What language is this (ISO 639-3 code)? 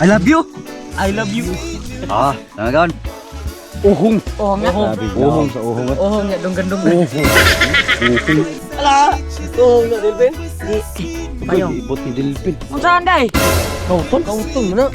ceb